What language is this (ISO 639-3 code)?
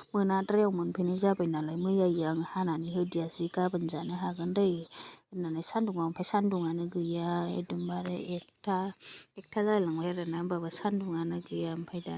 brx